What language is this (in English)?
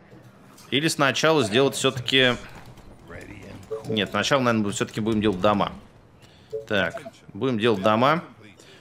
Russian